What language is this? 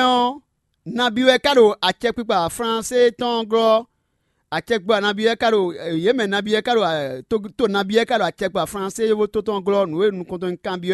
Fon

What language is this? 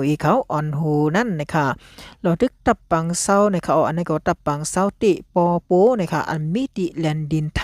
Shan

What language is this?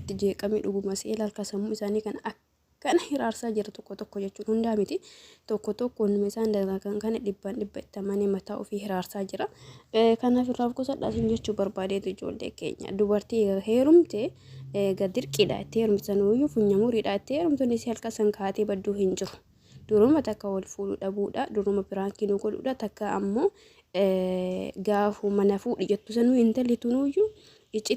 Oromo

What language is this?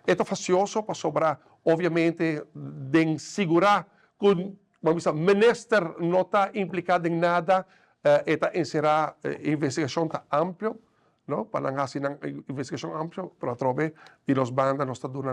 Papiamento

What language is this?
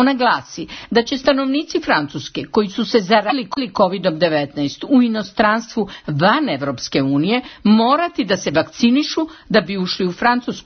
Serbian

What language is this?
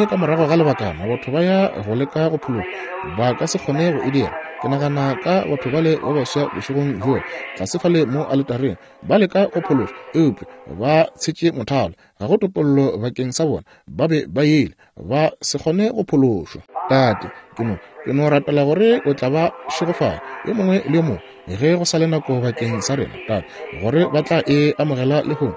Northern Sotho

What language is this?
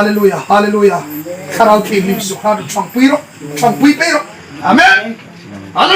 Hmar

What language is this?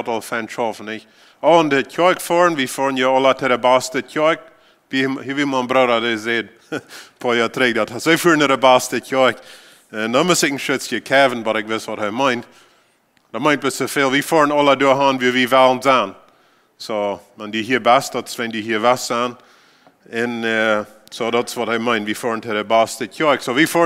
Plautdietsch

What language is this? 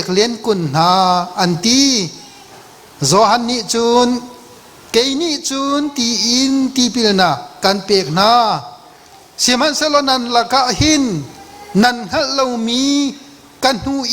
Hakha Chin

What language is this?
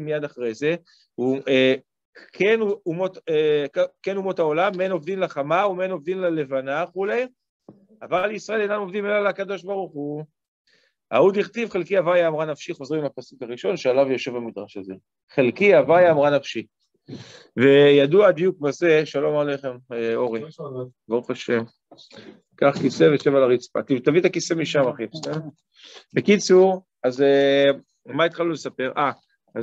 Hebrew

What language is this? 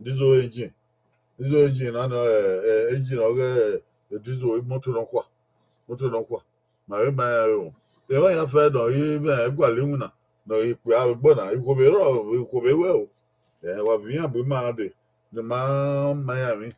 Bini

